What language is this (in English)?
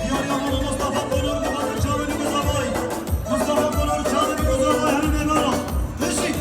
Kurdish